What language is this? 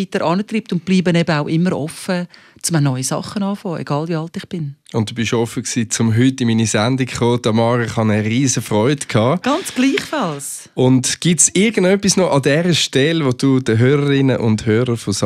Swiss German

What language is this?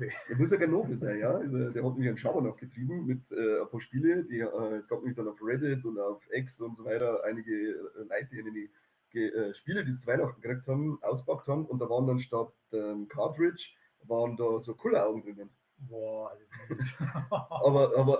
Bavarian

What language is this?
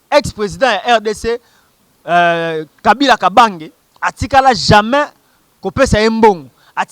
Lingala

